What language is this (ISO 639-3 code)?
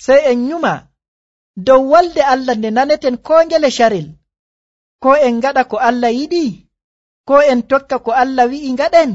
fuv